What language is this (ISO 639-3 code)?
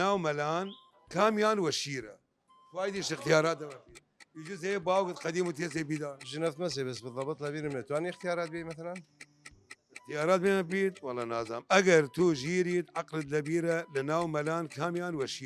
sdh